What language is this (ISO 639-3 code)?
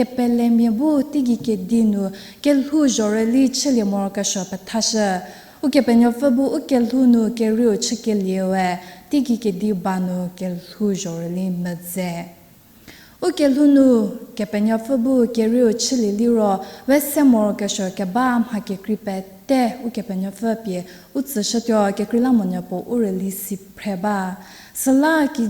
njm